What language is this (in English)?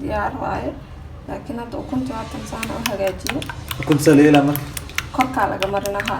Somali